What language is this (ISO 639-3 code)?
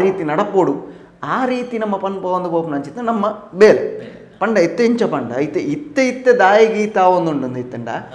tcy